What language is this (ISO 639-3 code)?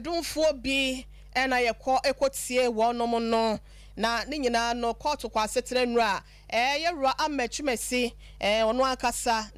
aka